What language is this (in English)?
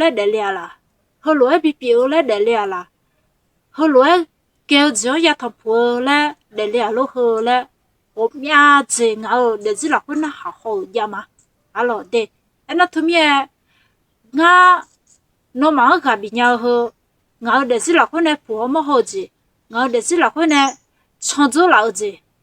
Akha